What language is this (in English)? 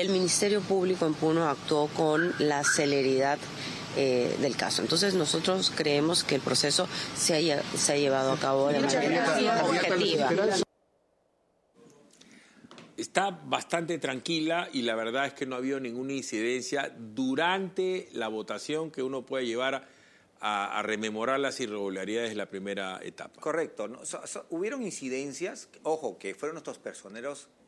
Spanish